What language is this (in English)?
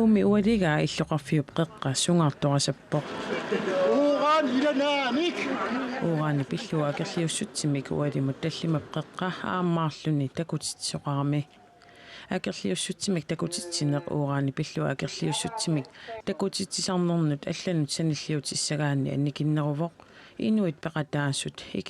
Kalaallisut